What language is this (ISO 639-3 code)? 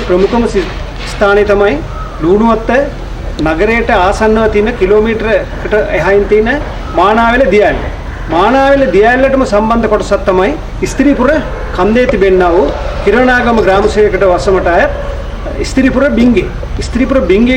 sin